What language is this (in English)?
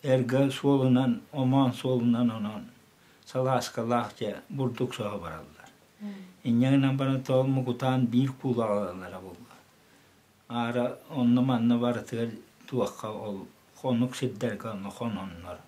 Yakut